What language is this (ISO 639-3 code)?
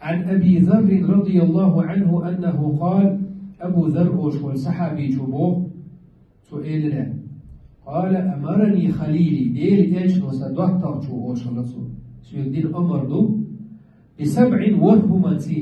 che